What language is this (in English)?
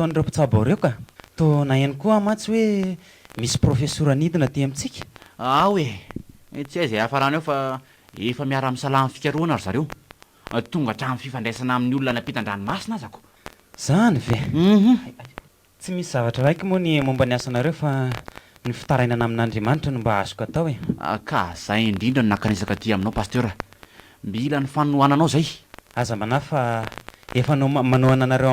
Malagasy